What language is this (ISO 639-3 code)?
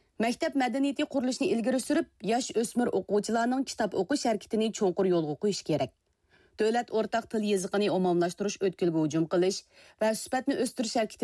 uig